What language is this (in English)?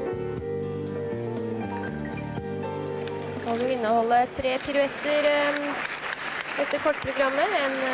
Norwegian